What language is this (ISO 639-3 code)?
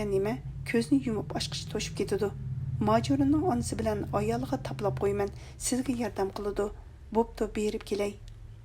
uig